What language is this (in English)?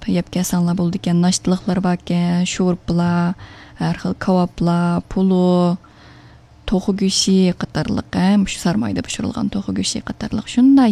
Uyghur